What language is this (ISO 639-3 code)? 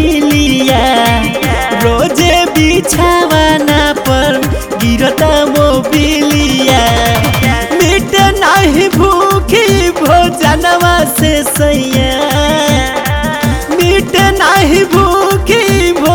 bho